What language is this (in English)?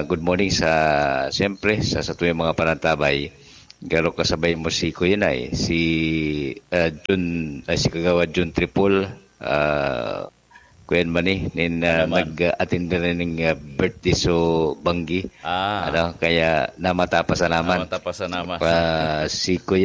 Bikol